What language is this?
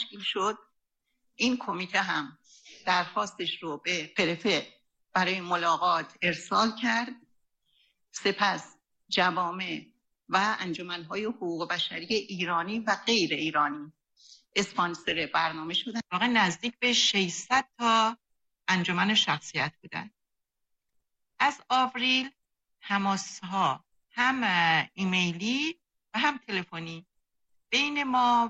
Persian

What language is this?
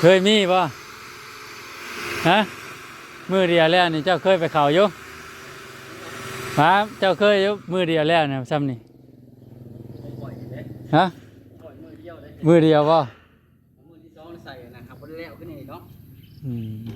Northeastern Thai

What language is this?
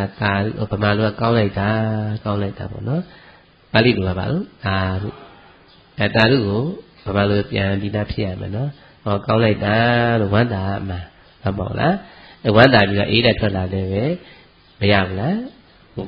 Burmese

